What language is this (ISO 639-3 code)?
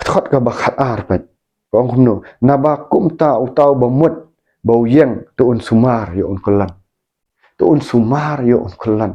kha